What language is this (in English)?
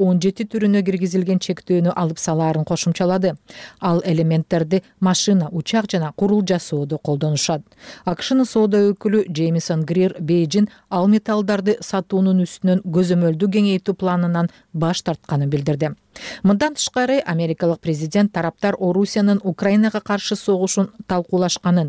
Kyrgyz